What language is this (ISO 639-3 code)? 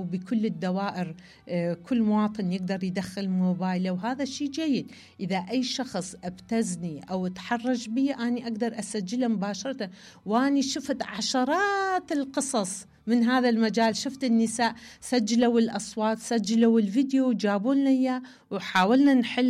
acm